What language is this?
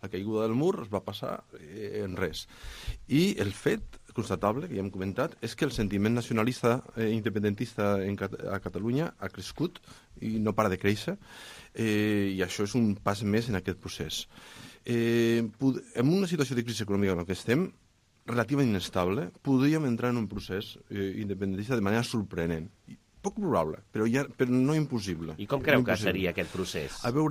Catalan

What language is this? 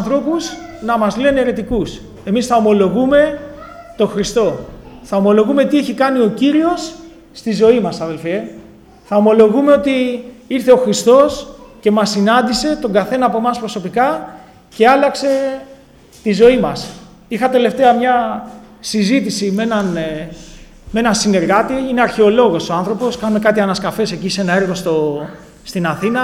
Greek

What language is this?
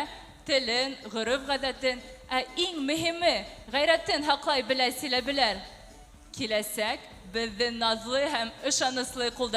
Bashkir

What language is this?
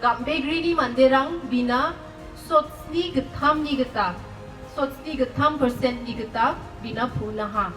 Garo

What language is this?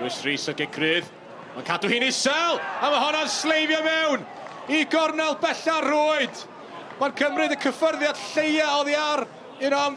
Welsh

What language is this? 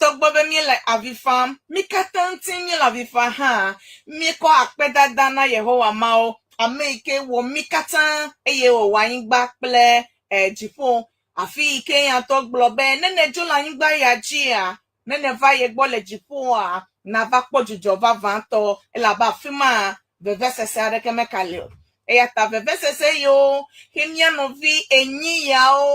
Ewe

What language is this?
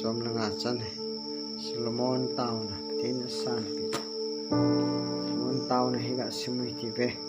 Thado Chin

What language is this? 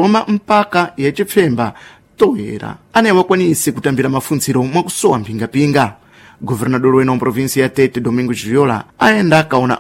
Sena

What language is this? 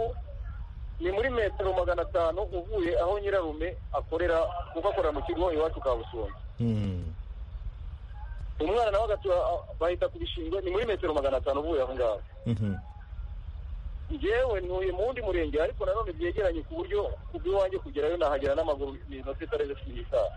Kinyarwanda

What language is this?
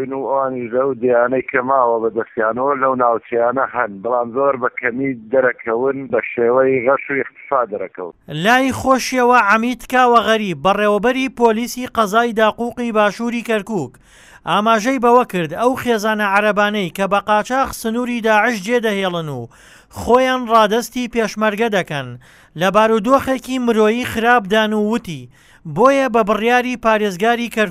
Central Kurdish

